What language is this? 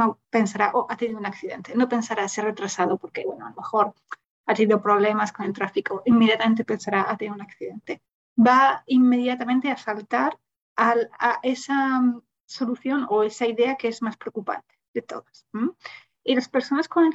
Spanish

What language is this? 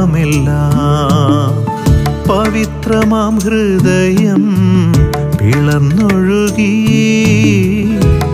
Malayalam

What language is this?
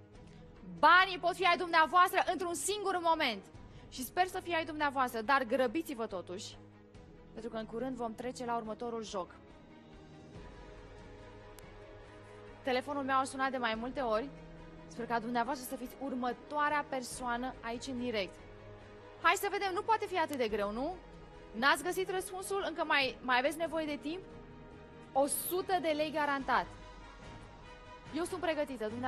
Romanian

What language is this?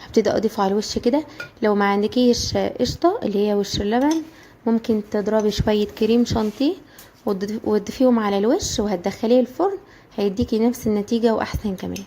Egyptian Arabic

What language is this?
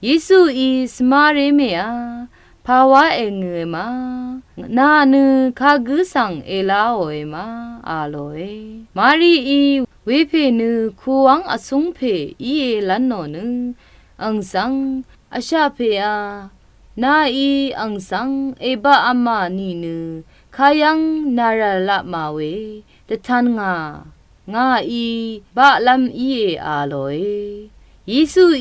Rawang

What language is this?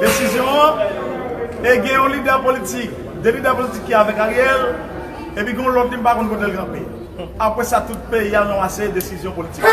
Haitian Creole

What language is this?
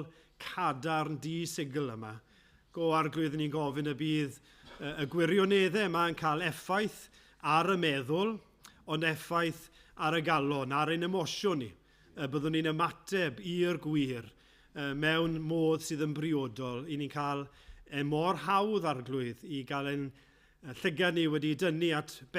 Welsh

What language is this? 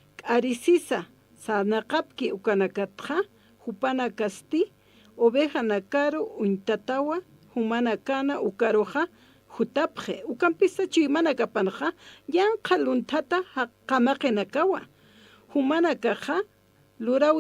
Aymara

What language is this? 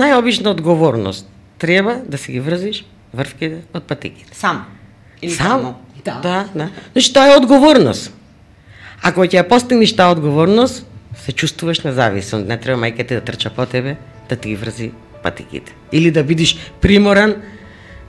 Macedonian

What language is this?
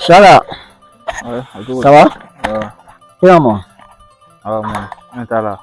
Bambara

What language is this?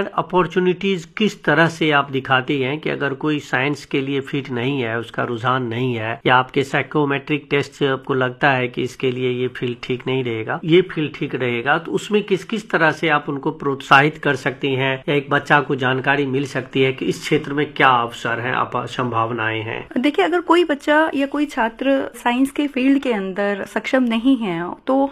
Hindi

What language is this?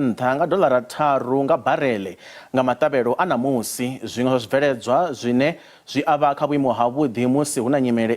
Venda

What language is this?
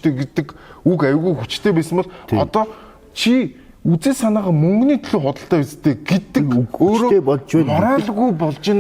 Mongolian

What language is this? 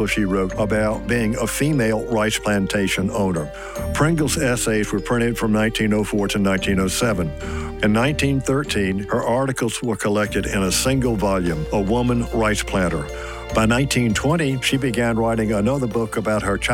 English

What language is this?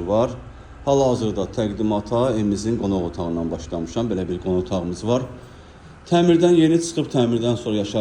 Azerbaijani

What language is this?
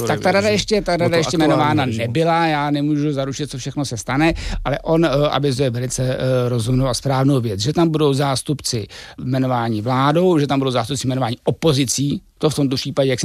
Czech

